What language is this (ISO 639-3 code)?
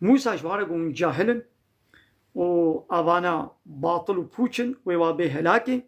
kur